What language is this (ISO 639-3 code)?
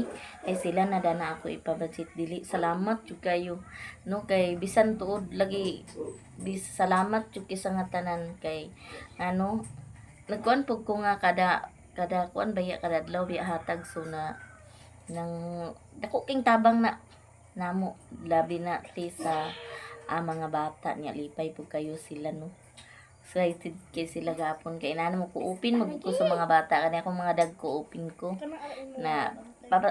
ceb